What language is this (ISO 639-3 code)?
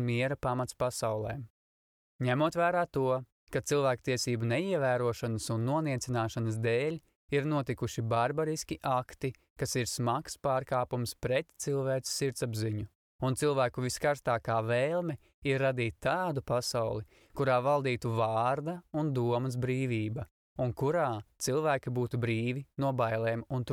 lav